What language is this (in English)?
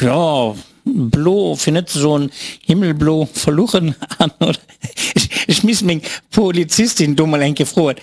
Luxembourgish